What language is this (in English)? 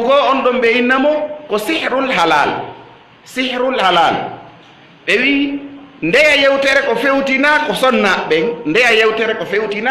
Fula